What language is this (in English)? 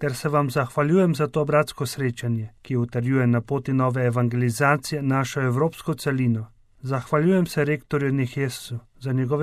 Slovenian